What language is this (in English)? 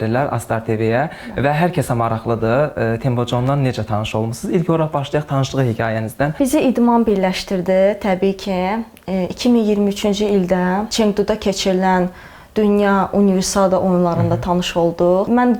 Azerbaijani